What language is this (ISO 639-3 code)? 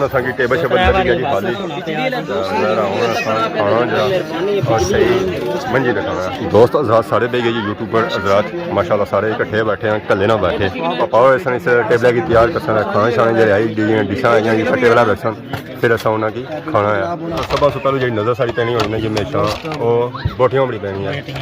phr